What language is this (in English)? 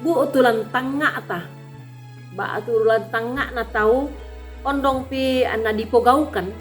Toraja-Sa'dan